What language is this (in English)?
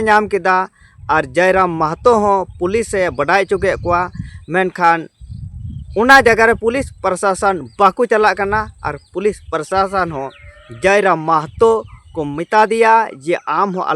Santali